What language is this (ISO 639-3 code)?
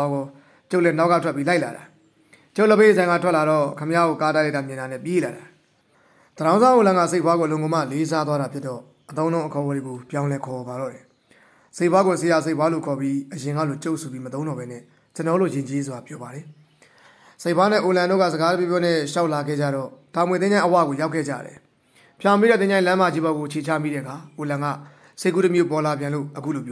mya